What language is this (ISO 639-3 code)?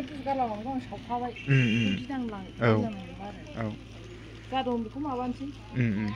brx